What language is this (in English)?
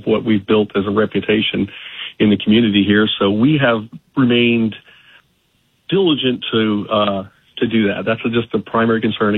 English